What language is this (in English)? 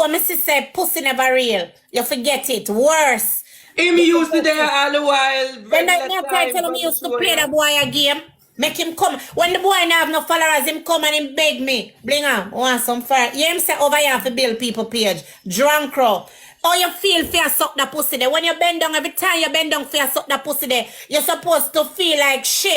Jamaican Creole English